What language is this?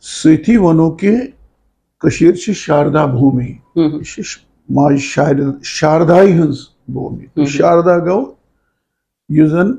Kashmiri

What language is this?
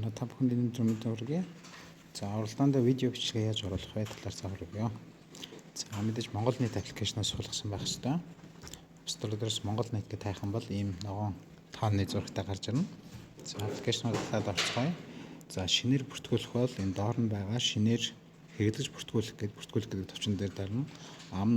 Mongolian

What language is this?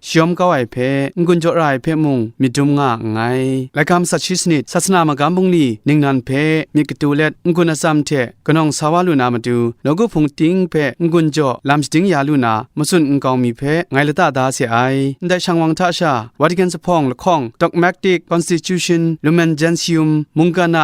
Kachin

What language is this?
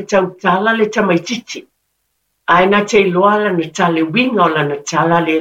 Samoan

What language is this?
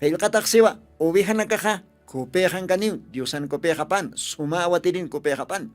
Aymara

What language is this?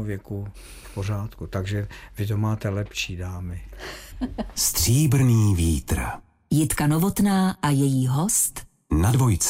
Czech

